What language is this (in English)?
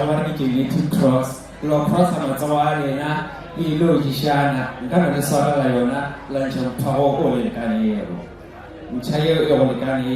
Northern Sotho